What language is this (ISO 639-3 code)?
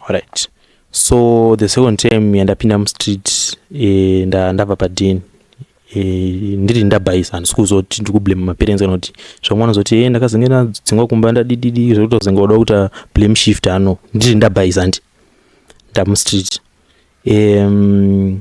sna